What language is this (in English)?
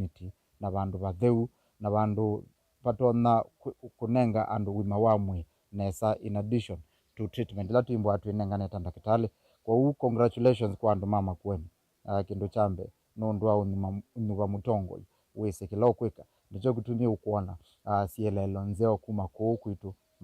Kamba